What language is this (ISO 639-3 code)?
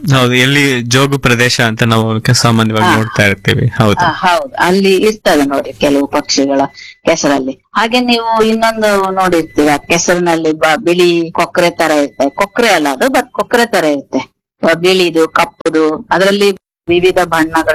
kan